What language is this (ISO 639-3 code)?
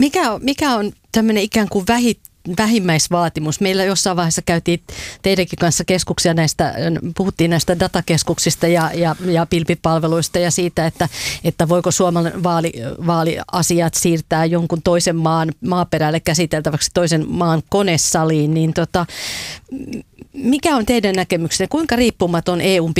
fin